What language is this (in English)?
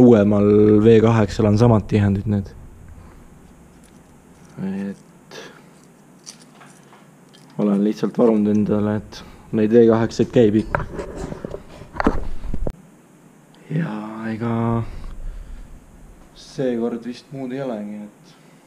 Estonian